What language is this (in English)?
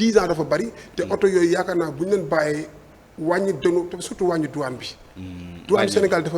Wolof